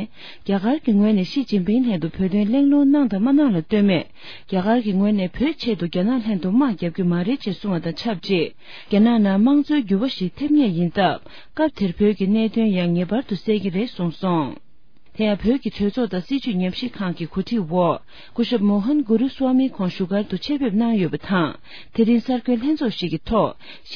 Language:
Tibetan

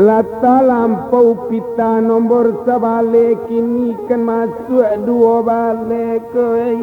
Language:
Minangkabau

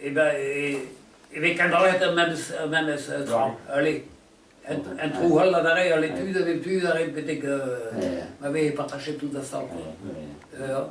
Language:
Breton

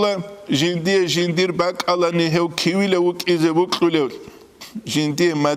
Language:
Avaric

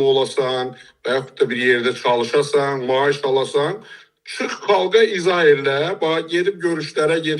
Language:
Azerbaijani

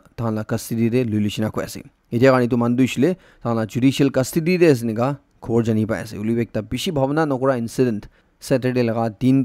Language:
Naga Pidgin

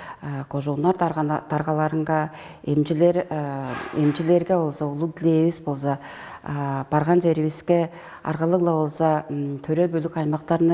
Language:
Tuvinian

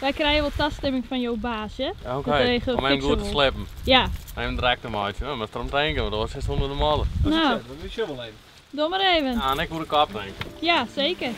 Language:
Western Frisian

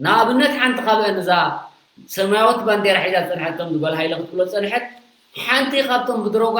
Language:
Tigrinya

